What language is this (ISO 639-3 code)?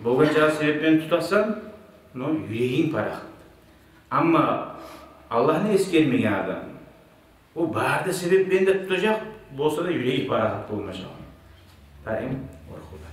kum